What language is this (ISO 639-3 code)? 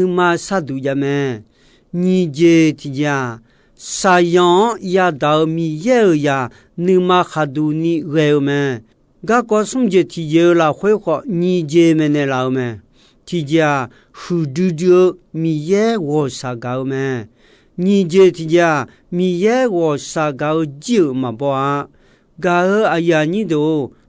ahk